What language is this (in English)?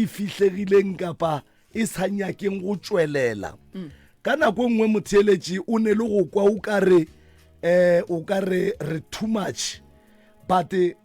Northern Sotho